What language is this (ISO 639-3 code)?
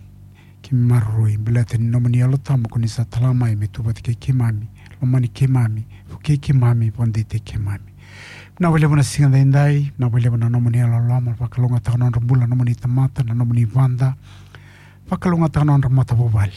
fij